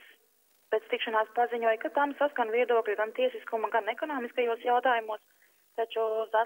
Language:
Latvian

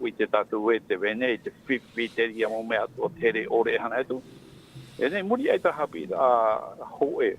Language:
Tahitian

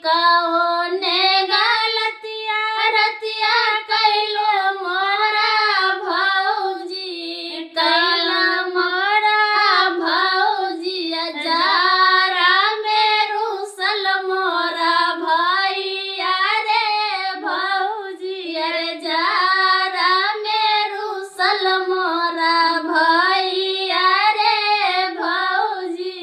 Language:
Maithili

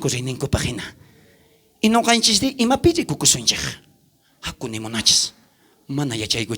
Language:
South Bolivian Quechua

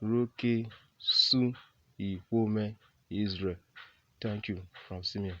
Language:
Urhobo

